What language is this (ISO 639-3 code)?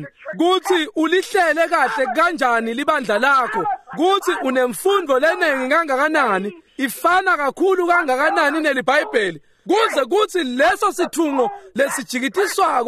ssw